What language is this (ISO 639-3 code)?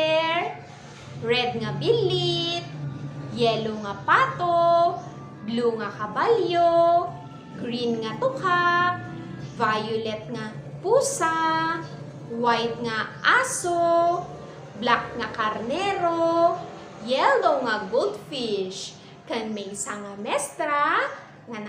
ilo